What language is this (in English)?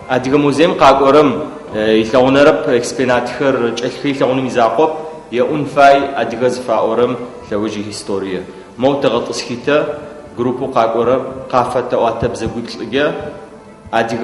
Adyghe